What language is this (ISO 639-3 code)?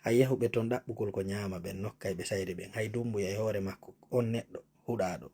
fuf